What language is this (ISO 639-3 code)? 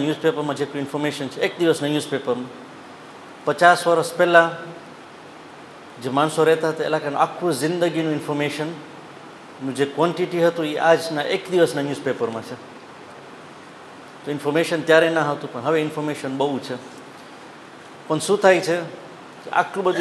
guj